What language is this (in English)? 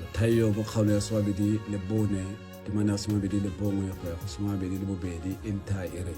Tswana